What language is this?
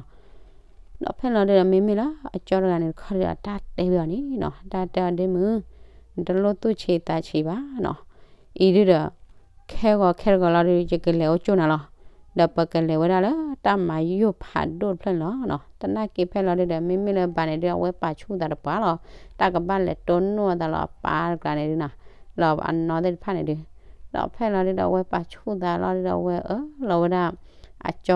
S'gaw Karen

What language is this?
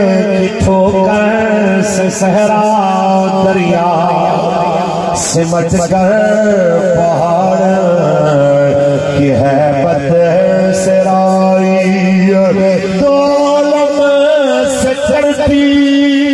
Urdu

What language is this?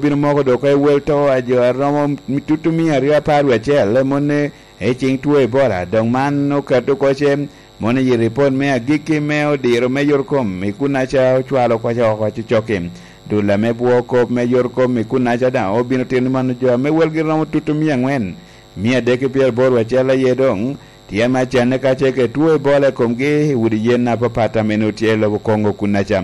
Lango (Uganda)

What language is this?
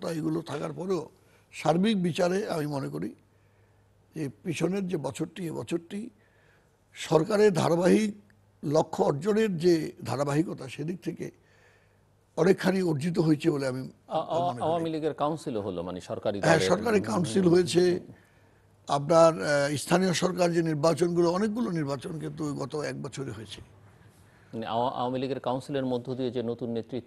Bangla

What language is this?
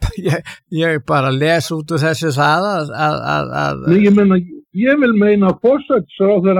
Icelandic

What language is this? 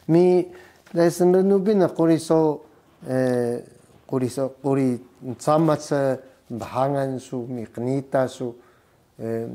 Taroko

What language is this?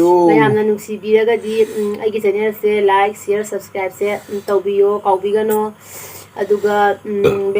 Manipuri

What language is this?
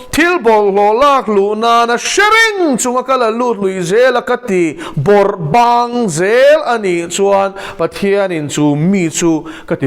Mizo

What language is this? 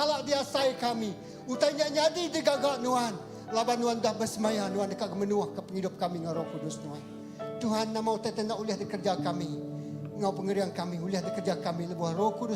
Iban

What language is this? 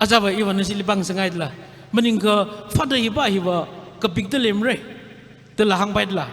Tangkhul Naga (India)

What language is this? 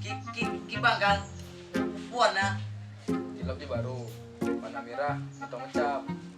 Achinese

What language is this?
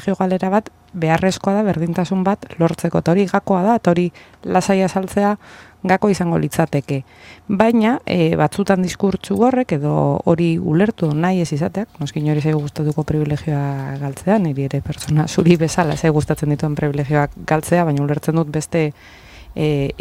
Basque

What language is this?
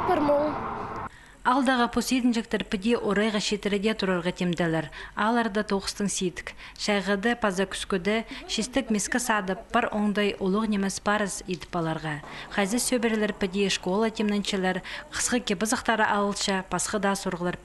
Khakas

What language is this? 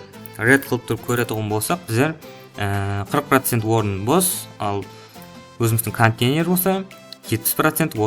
Kara-Kalpak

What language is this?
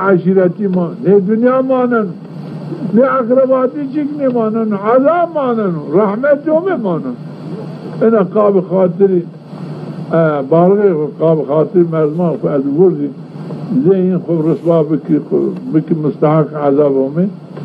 Zaza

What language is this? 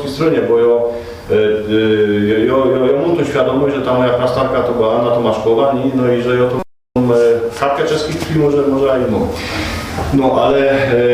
Silesian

